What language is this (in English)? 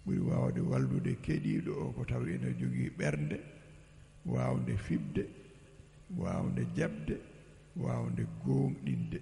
Fula